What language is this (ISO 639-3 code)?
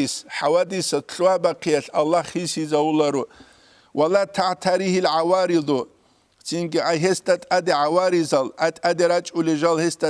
ava